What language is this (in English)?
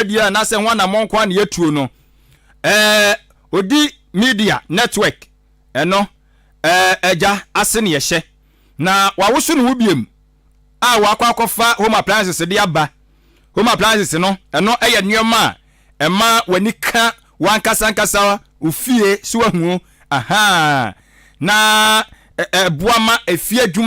Akan